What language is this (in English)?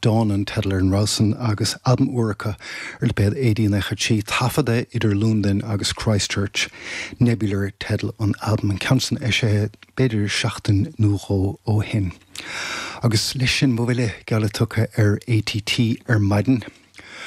Irish